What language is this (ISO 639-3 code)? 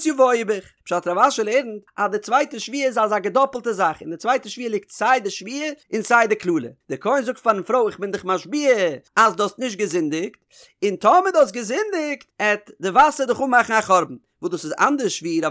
yid